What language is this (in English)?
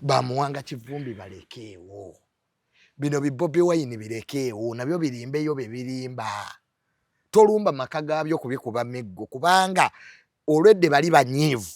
Ganda